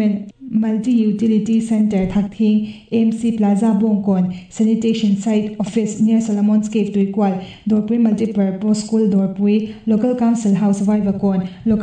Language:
Mizo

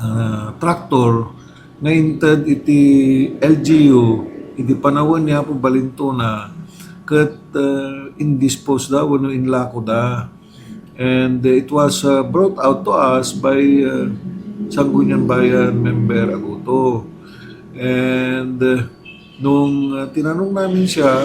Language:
Iloko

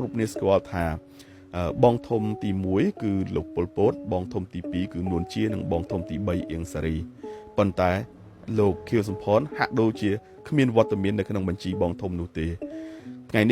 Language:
Khmer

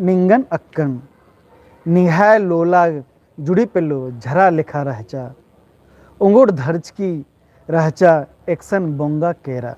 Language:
Kurukh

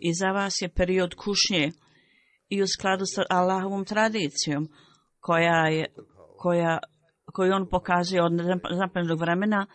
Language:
Bosnian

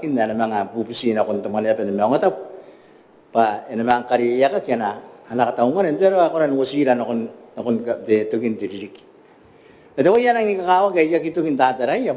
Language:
Gilbertese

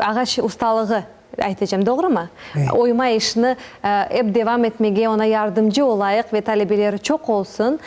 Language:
Crimean Tatar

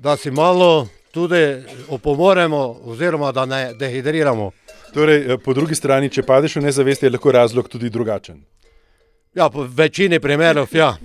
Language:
Slovenian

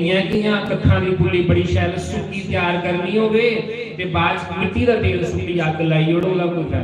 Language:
Dogri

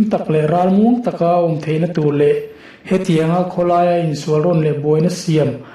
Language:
Mizo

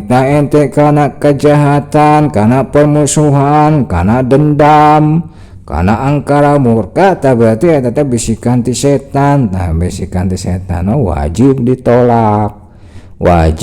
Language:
Sundanese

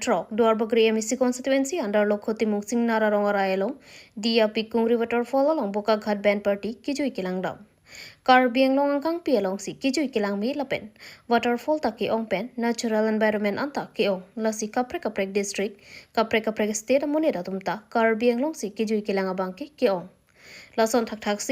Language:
Karbi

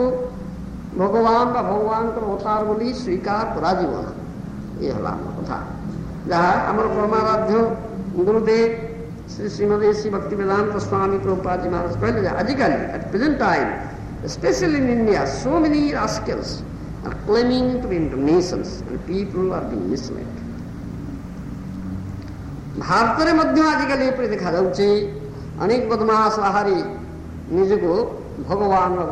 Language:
Odia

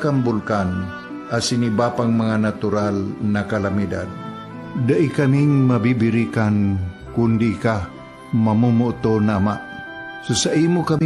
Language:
Bikol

